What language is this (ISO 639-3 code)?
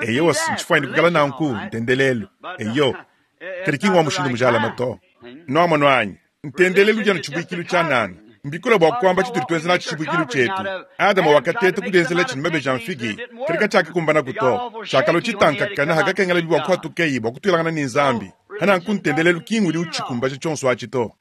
lua